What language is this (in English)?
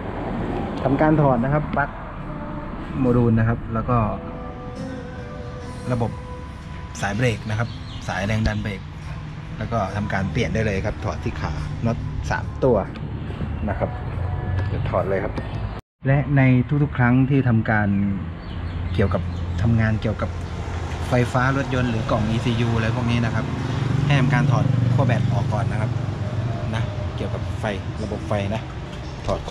Thai